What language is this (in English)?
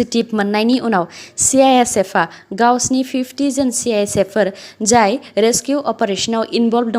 Bodo